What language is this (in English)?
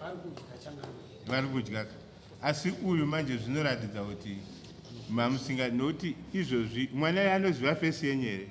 Shona